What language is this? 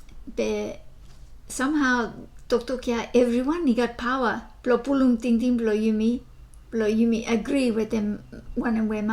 Bislama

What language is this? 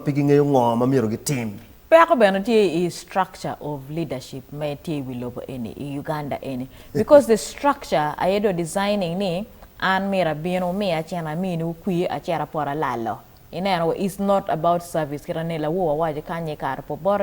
Acoli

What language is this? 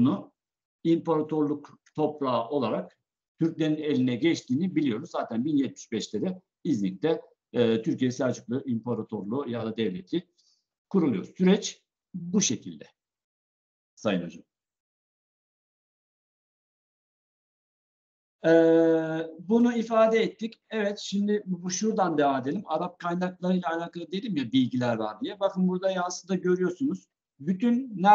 Turkish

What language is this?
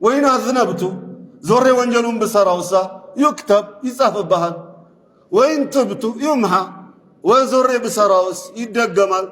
Amharic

